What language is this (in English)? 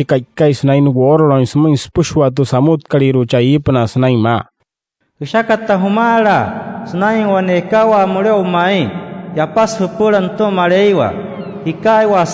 Wayuu